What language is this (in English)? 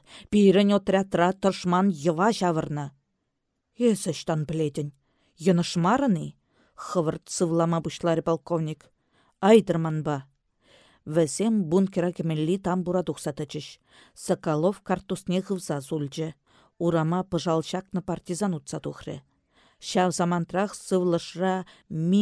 Chuvash